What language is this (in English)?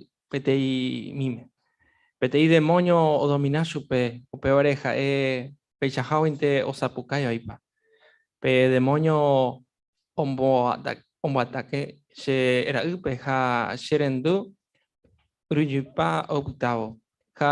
Guarani